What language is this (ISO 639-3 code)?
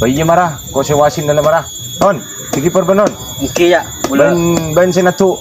mad